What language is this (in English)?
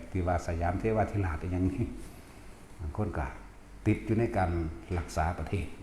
Northeastern Thai